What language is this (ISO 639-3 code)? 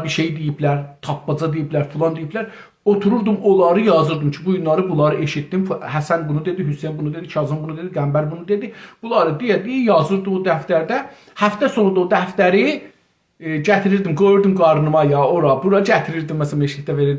azb